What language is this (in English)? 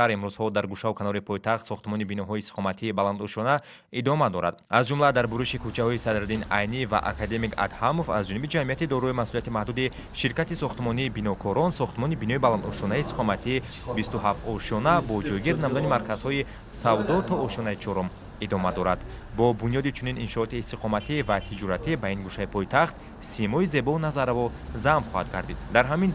Tajik